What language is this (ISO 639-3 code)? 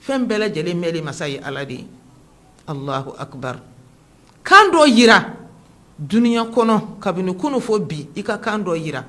bam